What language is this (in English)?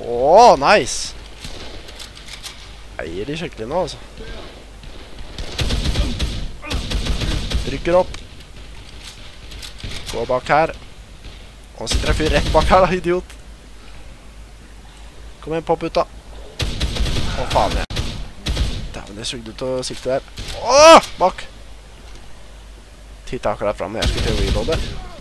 Norwegian